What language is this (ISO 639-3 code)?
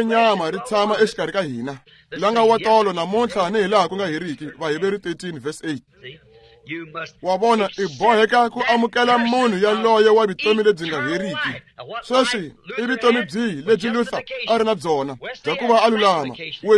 tso